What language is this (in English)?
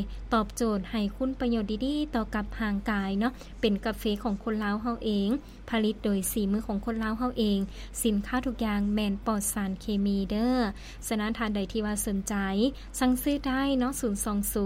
Lao